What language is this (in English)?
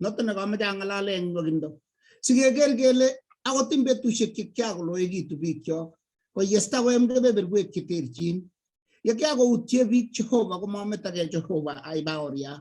Kalenjin